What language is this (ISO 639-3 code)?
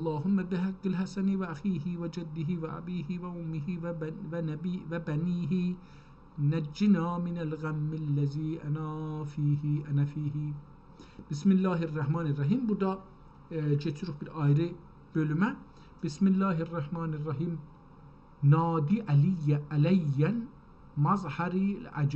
azb